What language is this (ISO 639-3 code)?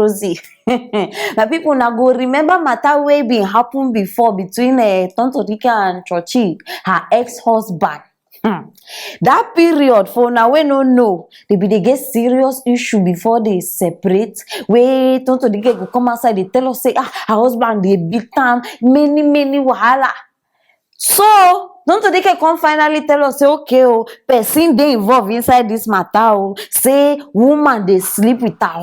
pcm